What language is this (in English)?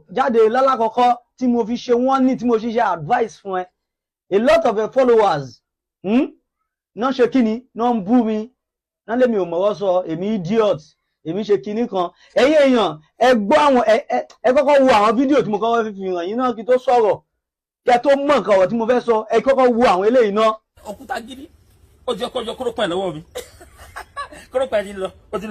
Yoruba